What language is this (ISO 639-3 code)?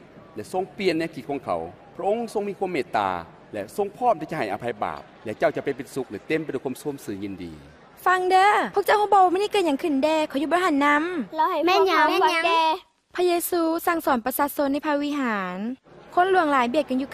lao